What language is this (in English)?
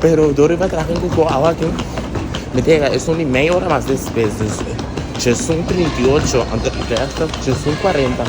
Papiamento